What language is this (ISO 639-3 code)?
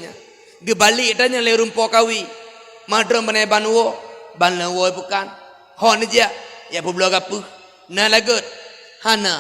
ace